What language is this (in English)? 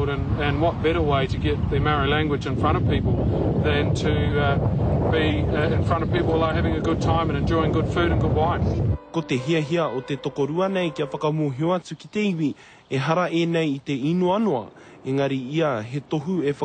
Māori